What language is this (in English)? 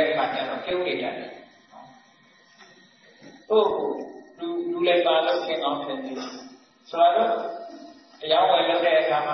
Burmese